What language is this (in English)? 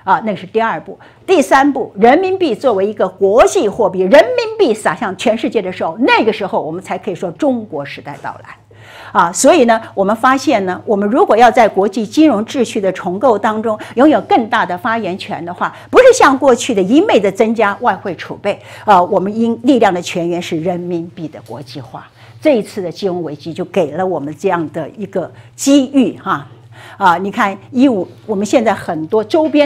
Chinese